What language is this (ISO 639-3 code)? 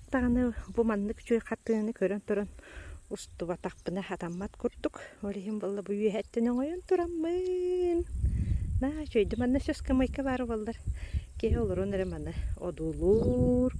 sah